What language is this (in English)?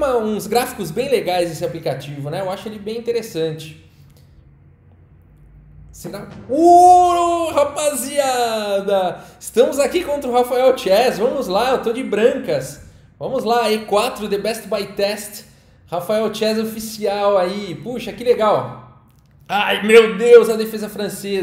Portuguese